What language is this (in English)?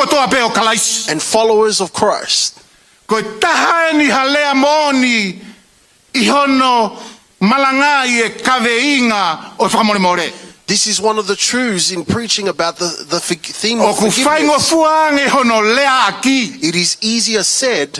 Tongan